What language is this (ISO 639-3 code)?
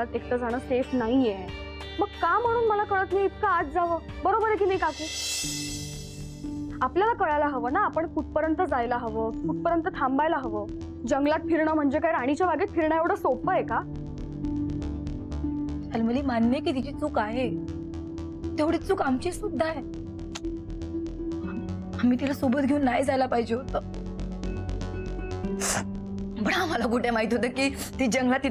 mar